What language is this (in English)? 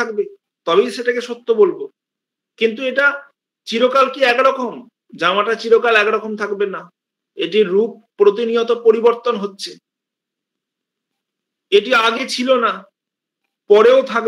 Bangla